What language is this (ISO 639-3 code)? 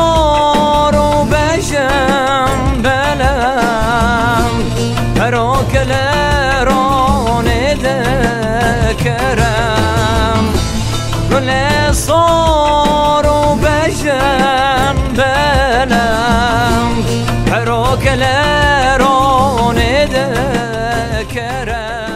kur